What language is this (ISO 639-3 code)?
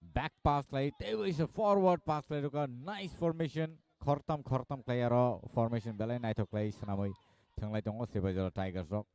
trp